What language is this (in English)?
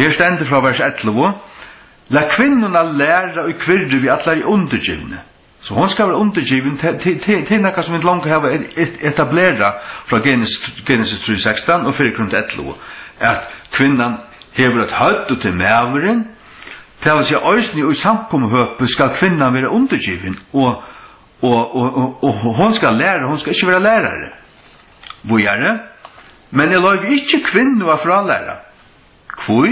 Faroese